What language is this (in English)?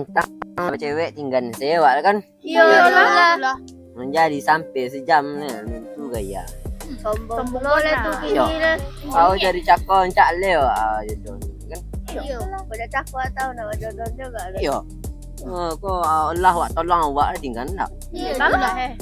Minangkabau